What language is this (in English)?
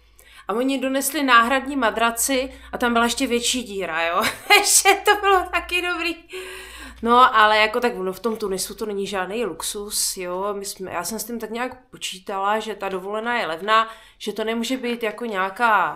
Czech